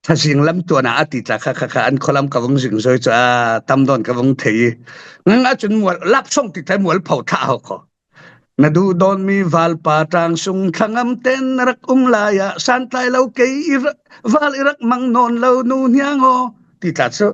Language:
Falam Chin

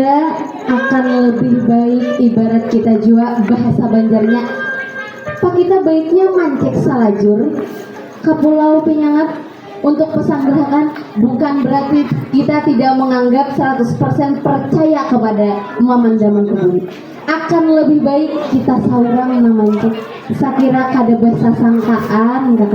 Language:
Banjar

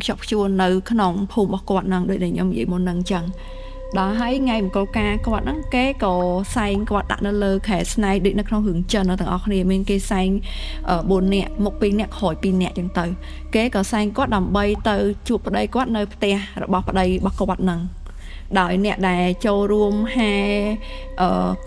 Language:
Khmer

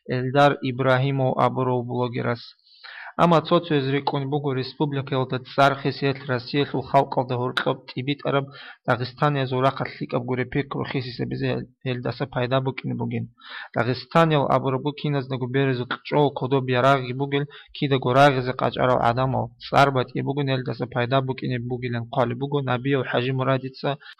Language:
Avaric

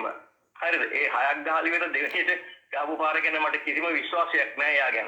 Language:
Sinhala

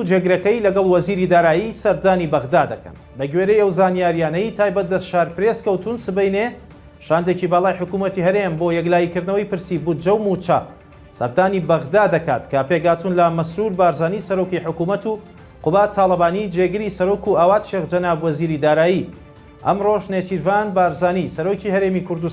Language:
Central Kurdish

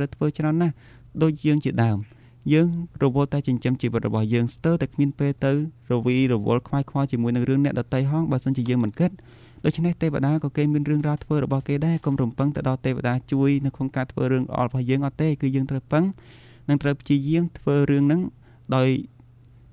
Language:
Khmer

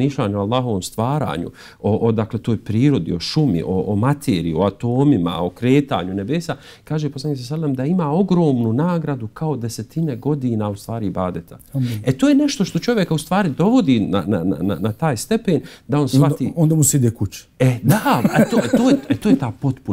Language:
Bosnian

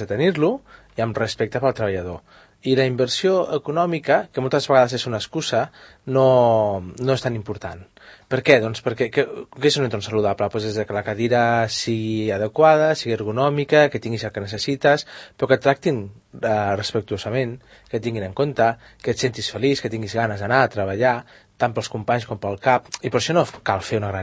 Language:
Catalan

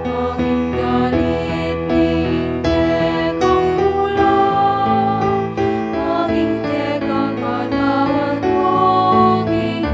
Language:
Pampanga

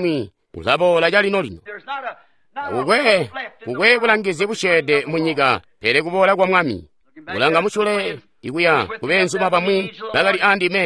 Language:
Tonga (Zambia)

